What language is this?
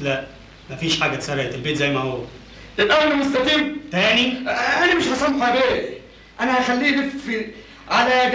Egyptian Arabic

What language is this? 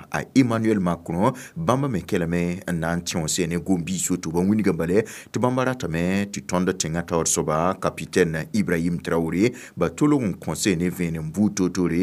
Mossi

